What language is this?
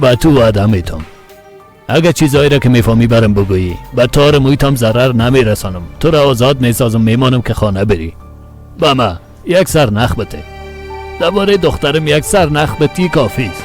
Persian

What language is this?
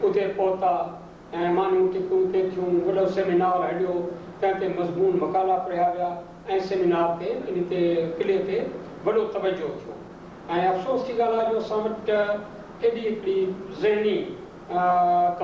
Sindhi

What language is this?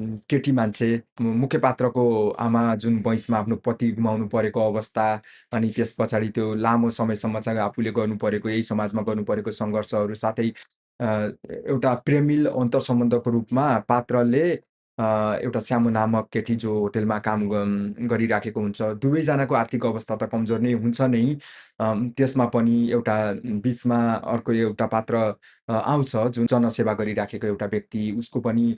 Nepali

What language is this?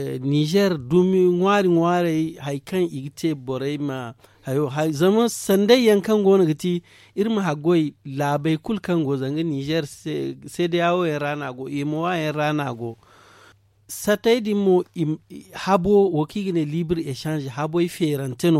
Zarma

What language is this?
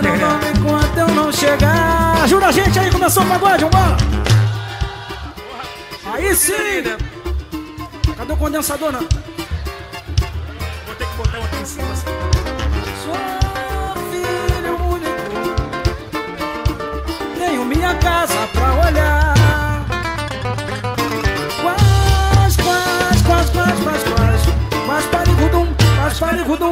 Portuguese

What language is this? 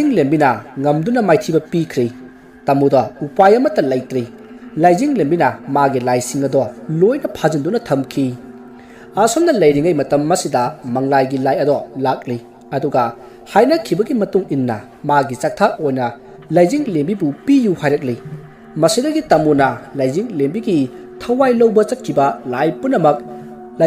Manipuri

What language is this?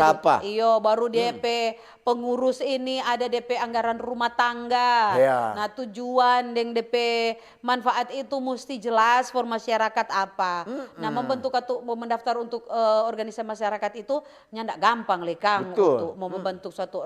Manado Malay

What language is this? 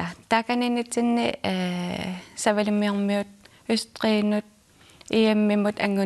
Kalaallisut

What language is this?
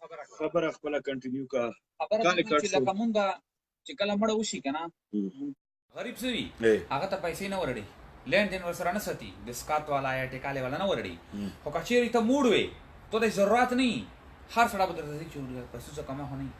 Pashto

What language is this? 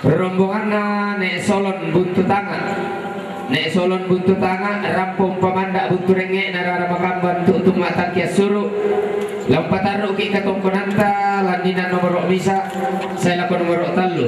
Toraja-Sa'dan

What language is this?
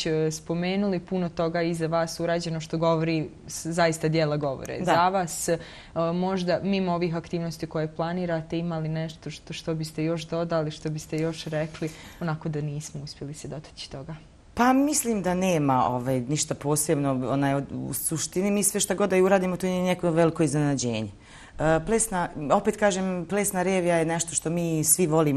Bosnian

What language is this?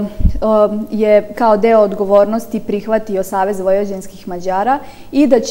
Serbian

